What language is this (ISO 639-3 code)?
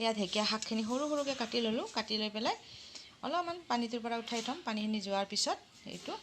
asm